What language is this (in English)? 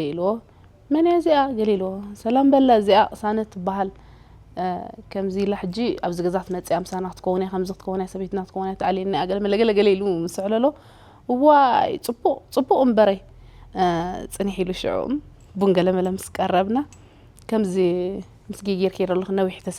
Tigrinya